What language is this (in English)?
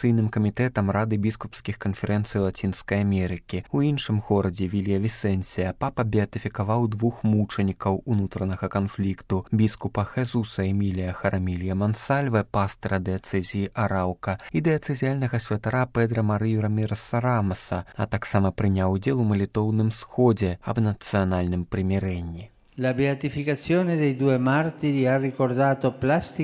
Belarusian